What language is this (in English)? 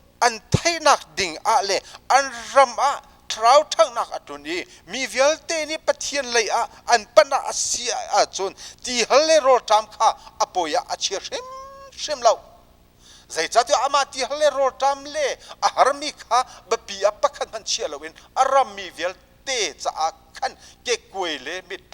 Hakha Chin